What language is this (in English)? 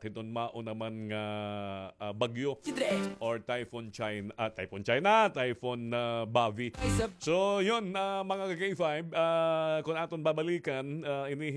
Waray